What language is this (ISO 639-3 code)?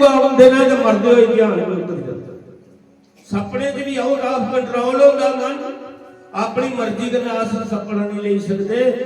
doi